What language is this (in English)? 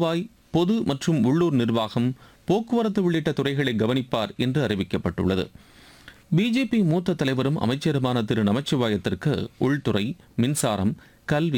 Tamil